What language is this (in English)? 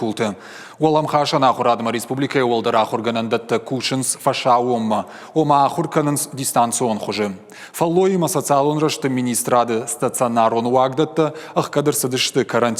Ossetic